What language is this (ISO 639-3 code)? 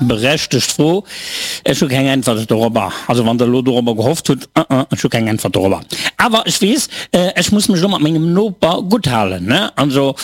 ltz